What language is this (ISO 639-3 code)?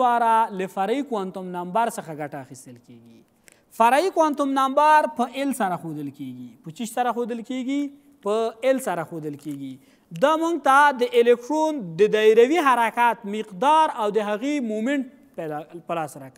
pus